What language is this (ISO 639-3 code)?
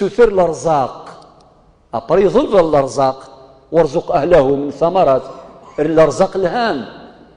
kab